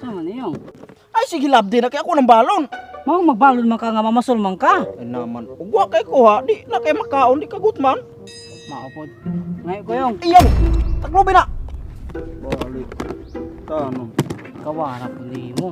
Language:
Cebuano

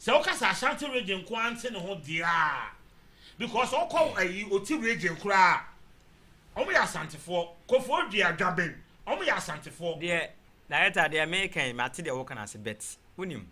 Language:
Akan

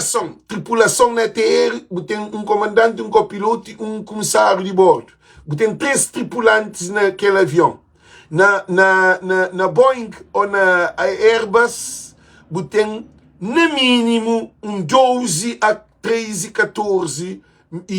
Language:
Kabuverdianu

